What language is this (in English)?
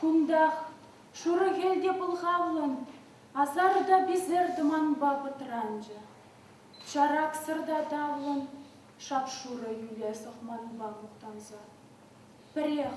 Chuvash